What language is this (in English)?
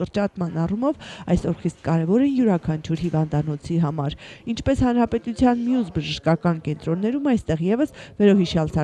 Armenian